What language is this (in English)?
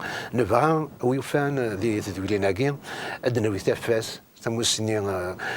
Kabyle